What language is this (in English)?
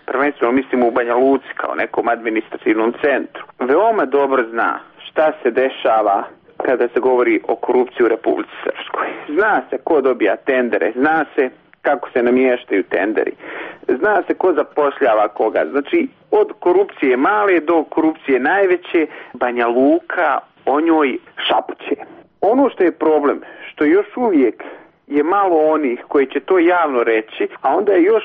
Serbian